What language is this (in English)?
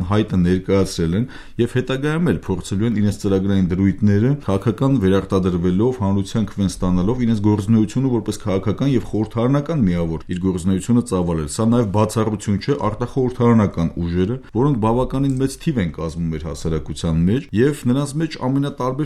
Armenian